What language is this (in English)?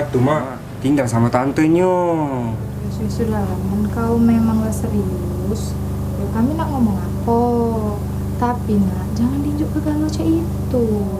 Musi